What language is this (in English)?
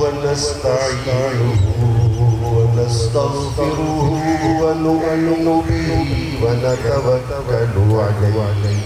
Baluchi